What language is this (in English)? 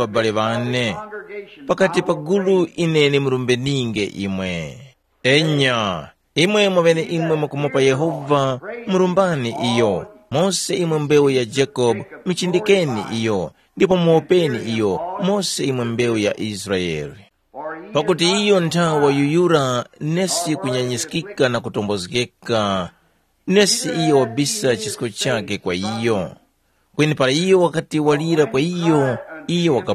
Tumbuka